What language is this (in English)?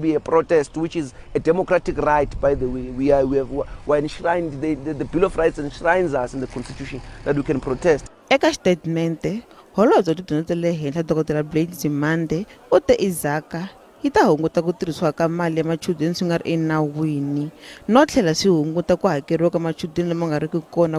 Tsonga